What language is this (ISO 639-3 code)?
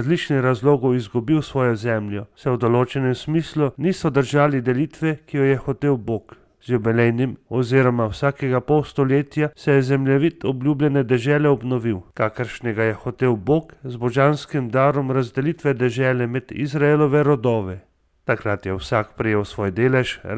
slv